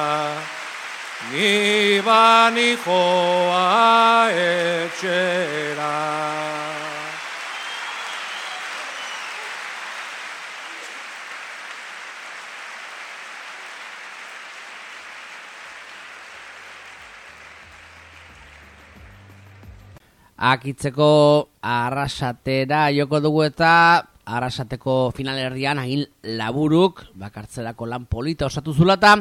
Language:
Basque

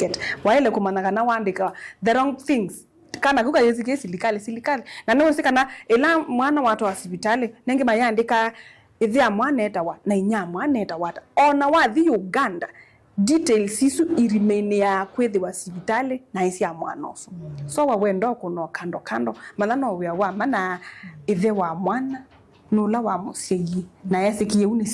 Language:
Kamba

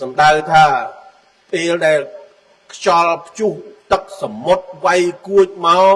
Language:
Khmer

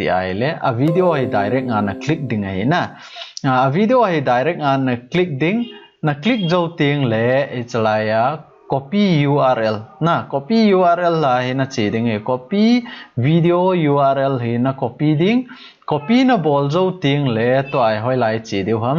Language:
Thado Chin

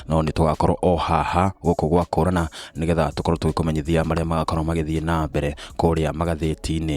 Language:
Kikuyu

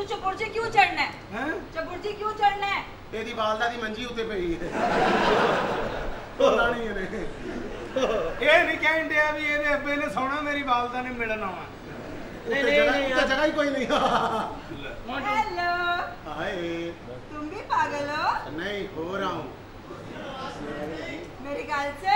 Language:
Punjabi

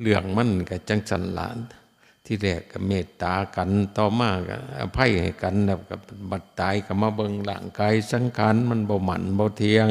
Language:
Northeastern Thai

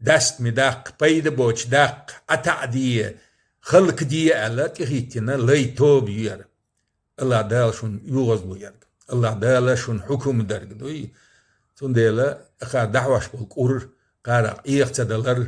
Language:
Chechen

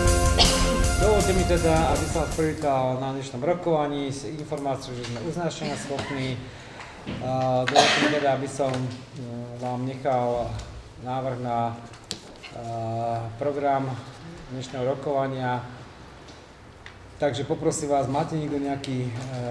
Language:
Slovak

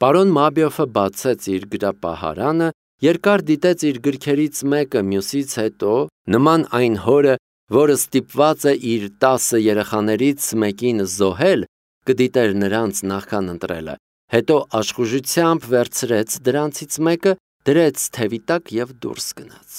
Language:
Armenian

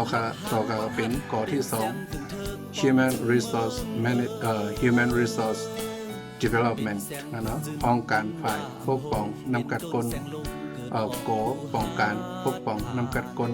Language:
Shan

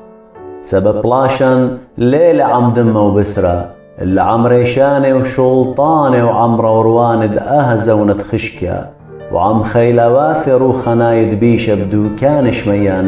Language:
Assyrian Neo-Aramaic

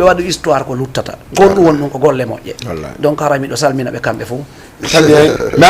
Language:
Fula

